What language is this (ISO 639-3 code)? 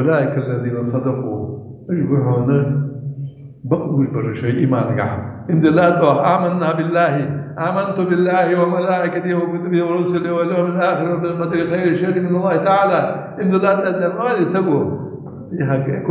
inh